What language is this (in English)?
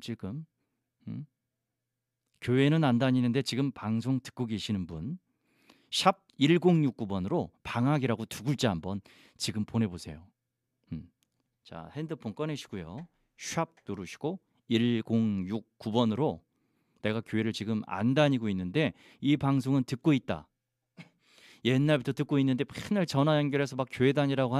Korean